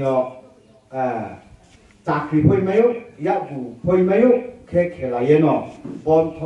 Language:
Riang (India)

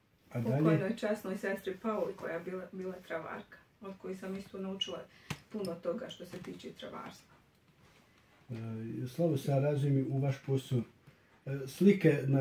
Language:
Croatian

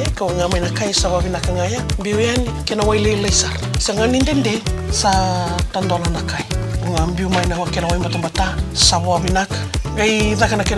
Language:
Fijian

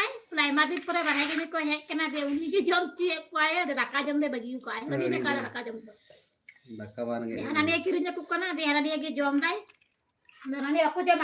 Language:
Santali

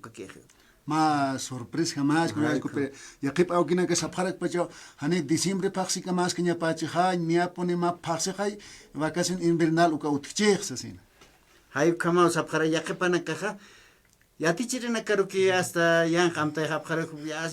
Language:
Aymara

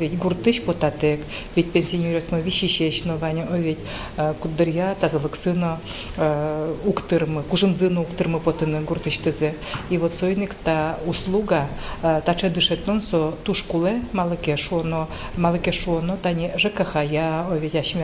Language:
Udmurt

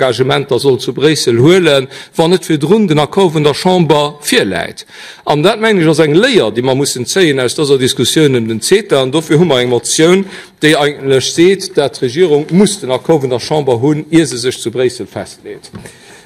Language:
Luxembourgish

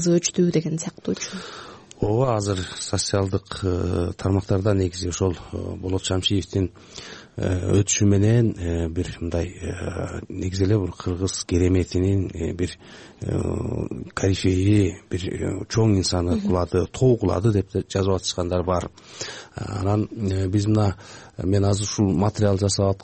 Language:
Kyrgyz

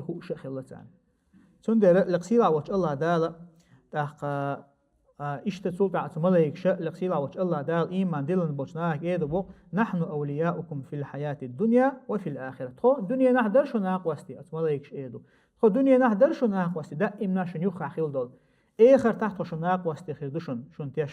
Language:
Chechen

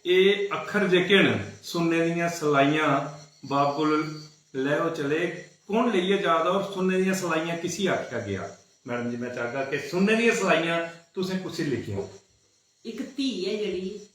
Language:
Dogri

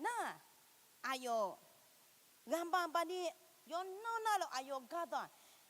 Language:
Akha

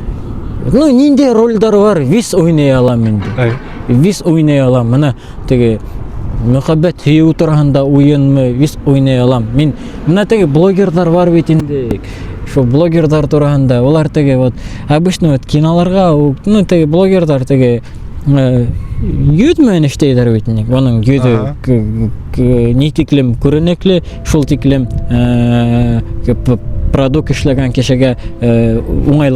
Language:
Bashkir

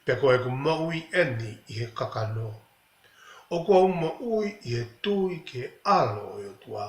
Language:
Tongan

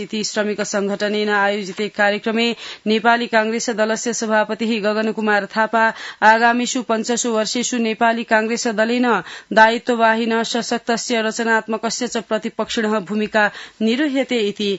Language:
Sanskrit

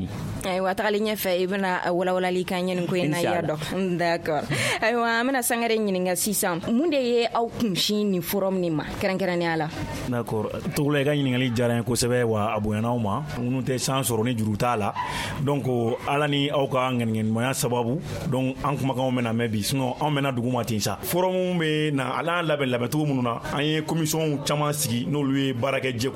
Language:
Bambara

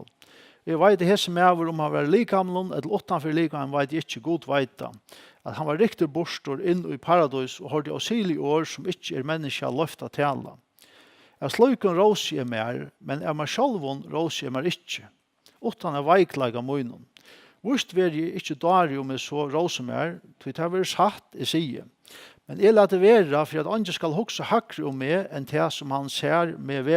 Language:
Faroese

